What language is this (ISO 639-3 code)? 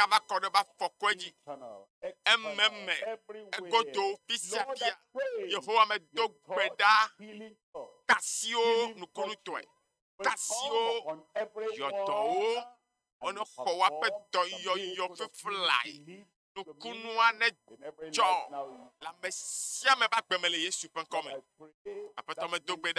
ewe